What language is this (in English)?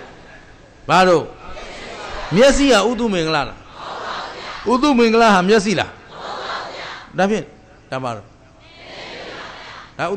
Burmese